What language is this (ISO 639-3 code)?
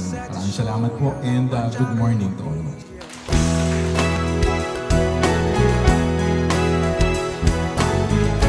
fil